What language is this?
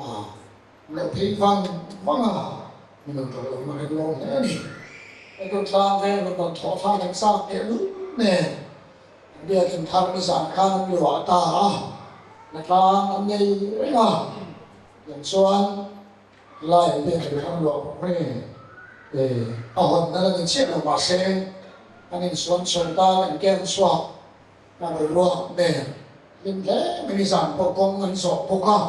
Mizo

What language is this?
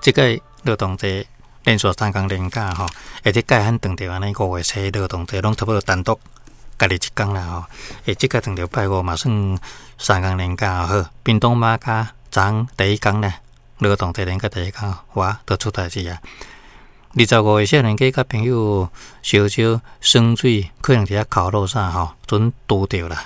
Min Nan Chinese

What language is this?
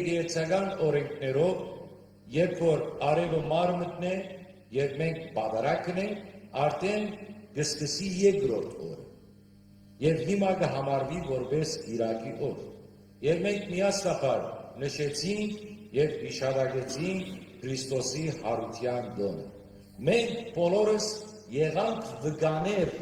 Western Armenian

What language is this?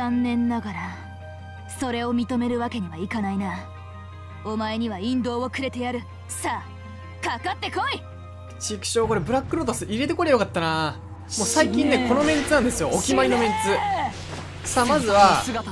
Japanese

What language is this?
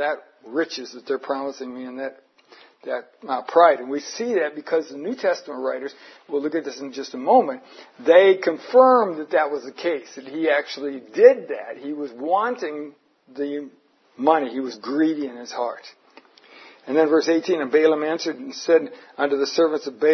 English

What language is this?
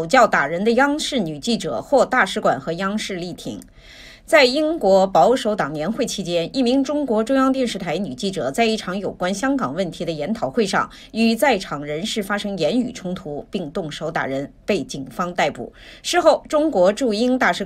Chinese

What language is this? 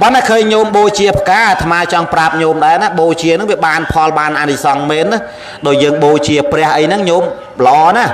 Khmer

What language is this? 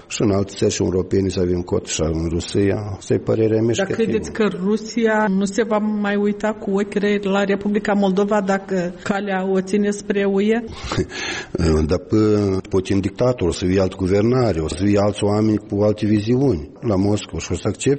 Romanian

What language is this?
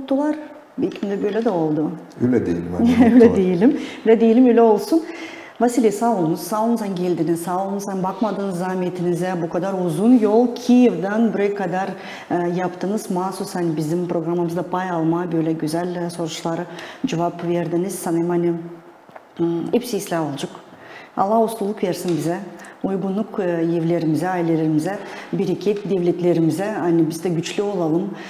Gagauz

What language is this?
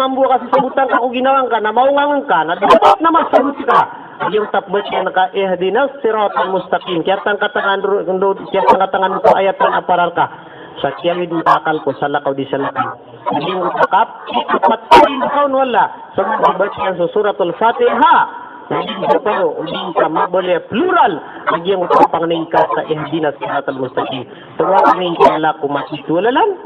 Maranao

